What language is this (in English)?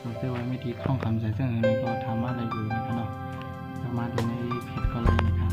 Shan